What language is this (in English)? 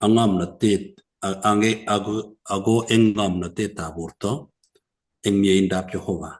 Kalenjin